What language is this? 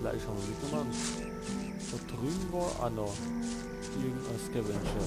Bavarian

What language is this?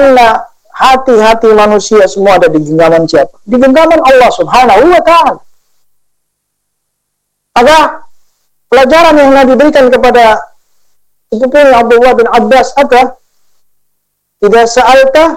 Indonesian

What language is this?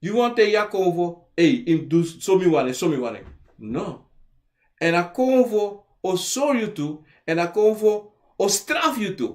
Sranan Tongo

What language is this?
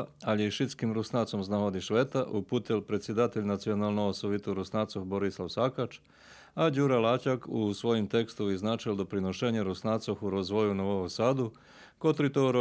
Rusyn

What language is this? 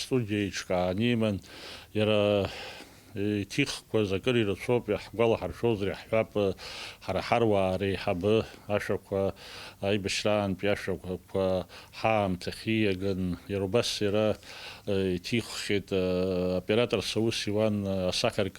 Abkhazian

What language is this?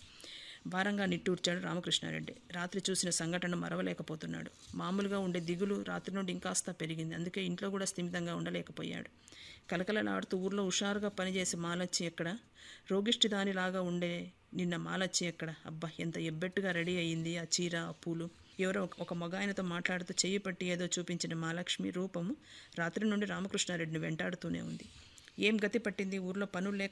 Telugu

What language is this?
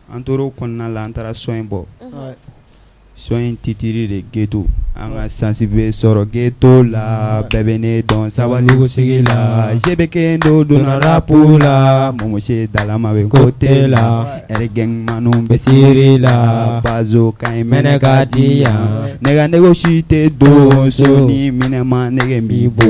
Bambara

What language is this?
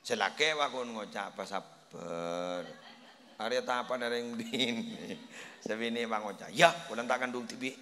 Madurese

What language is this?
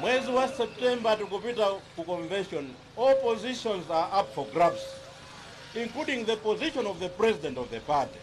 Nyanja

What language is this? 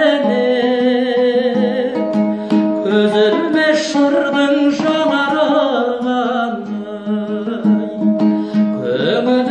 Kazakh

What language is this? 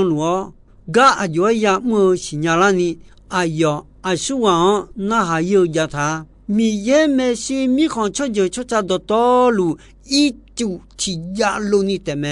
Akha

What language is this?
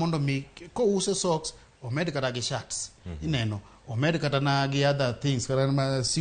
Luo (Kenya and Tanzania)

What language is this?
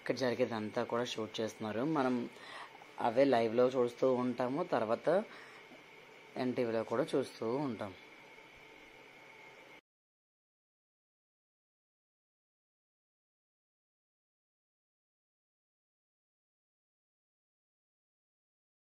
Telugu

